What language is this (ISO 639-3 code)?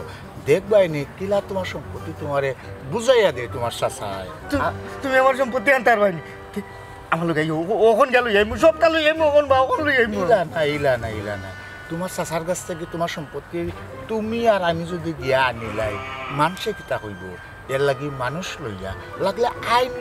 syl